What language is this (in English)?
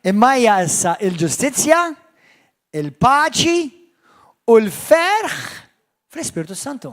Maltese